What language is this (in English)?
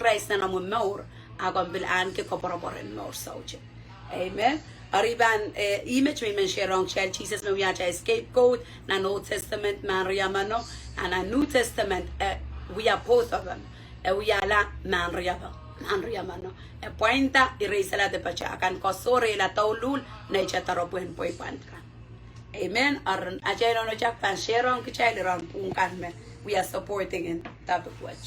Pohnpeian